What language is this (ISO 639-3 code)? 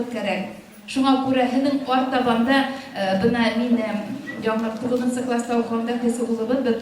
bak